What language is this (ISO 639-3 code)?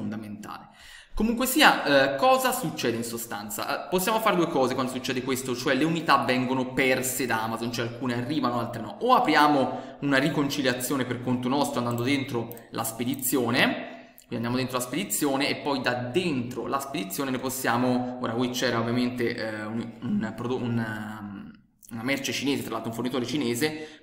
ita